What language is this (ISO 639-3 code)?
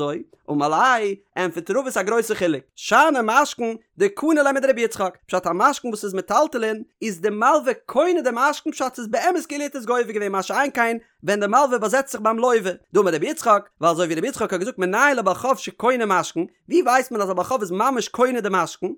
yid